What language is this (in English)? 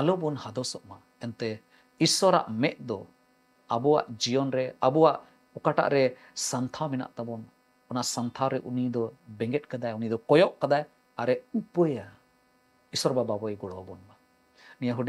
Santali